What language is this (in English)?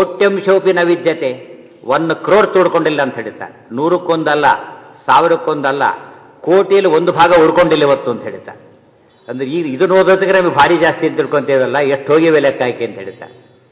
Kannada